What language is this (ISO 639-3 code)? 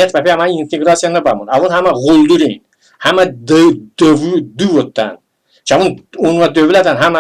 tly